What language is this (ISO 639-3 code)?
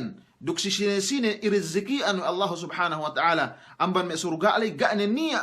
yka